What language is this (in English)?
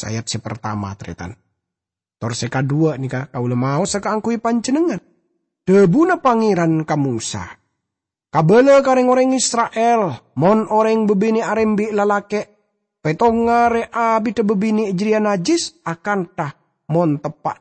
Madurese